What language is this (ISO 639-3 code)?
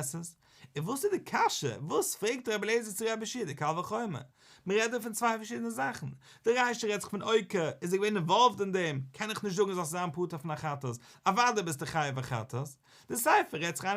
yid